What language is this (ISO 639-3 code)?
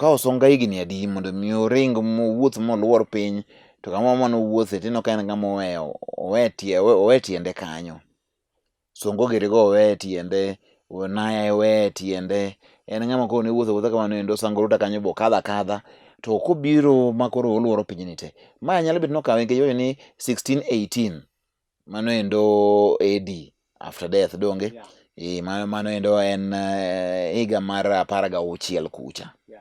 luo